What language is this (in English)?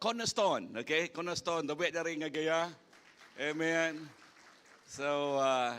Iban